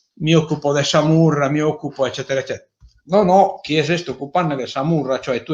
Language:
Sardinian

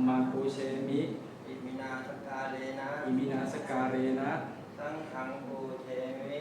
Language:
Pali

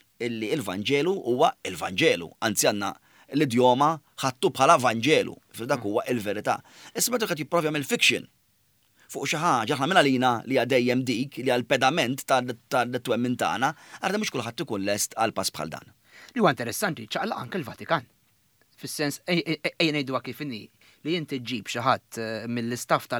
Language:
Maltese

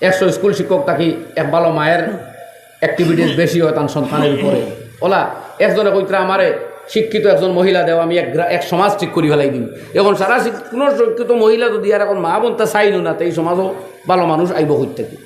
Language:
Sylheti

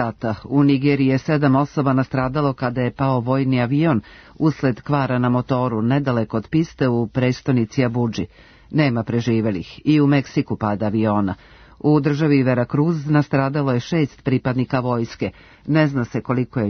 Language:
Serbian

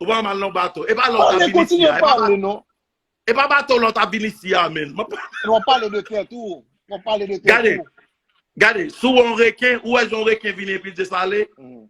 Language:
Haitian Creole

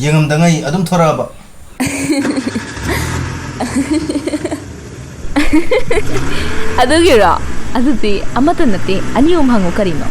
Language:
Manipuri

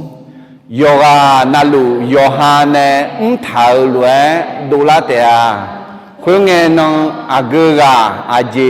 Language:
Akha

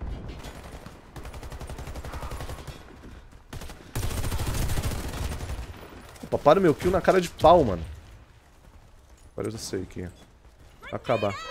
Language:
Portuguese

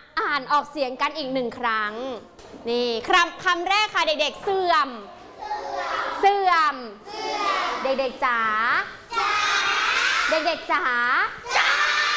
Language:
Thai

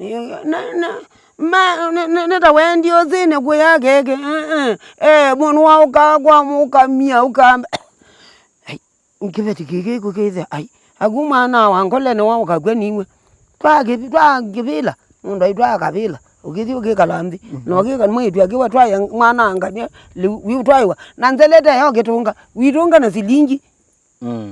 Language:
Kamba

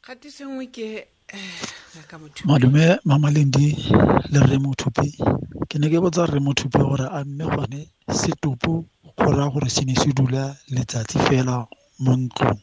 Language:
Tswana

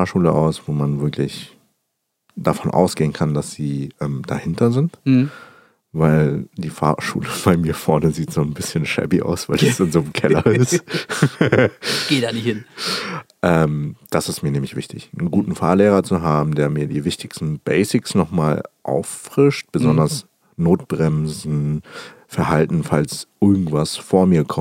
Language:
German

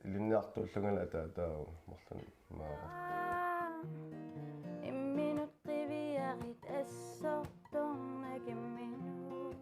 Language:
Kalaallisut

